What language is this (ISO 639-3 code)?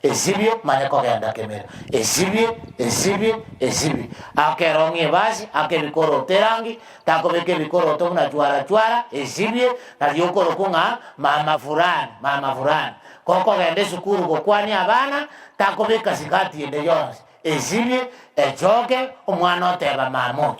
guz